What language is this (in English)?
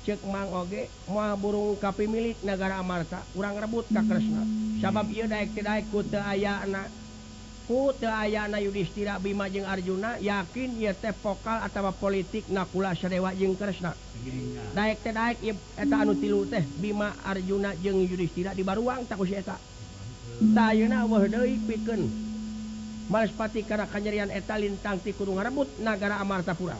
Sundanese